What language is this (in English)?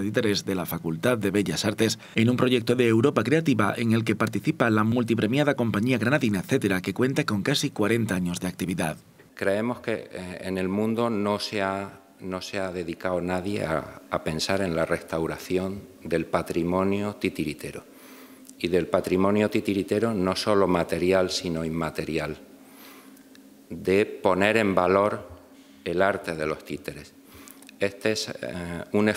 Spanish